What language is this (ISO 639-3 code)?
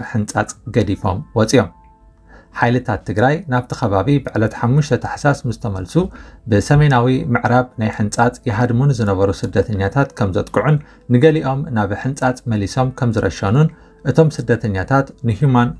tir